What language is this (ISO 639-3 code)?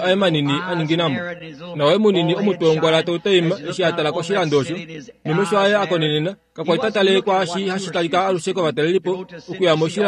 kua